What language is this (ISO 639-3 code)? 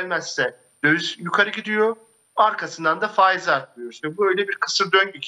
tur